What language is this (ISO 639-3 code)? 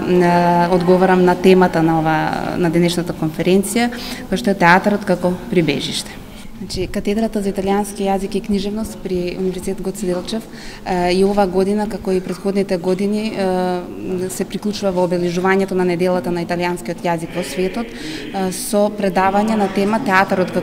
mkd